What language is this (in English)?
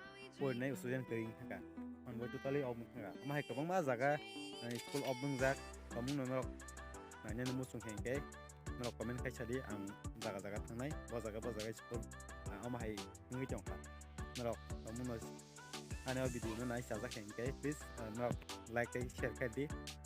Kok Borok